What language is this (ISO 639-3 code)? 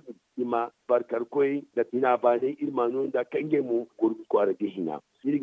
dje